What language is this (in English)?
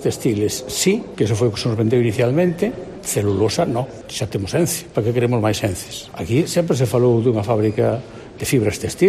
Galician